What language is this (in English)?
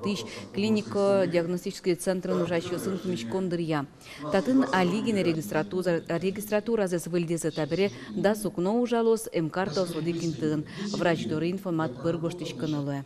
Udmurt